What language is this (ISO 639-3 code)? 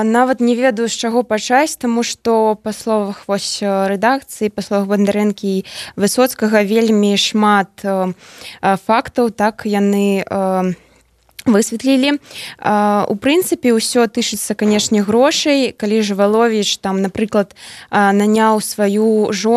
bel